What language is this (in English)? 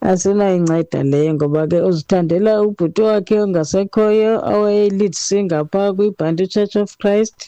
Xhosa